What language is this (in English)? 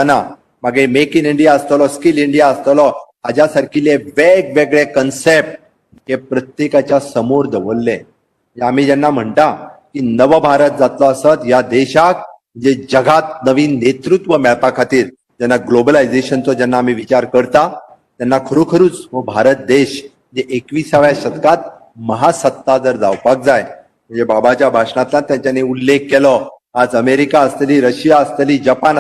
Konkani